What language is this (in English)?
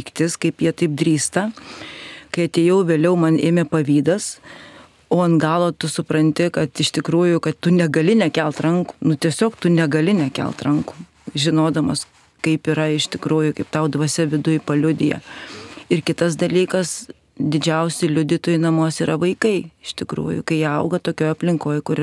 Lithuanian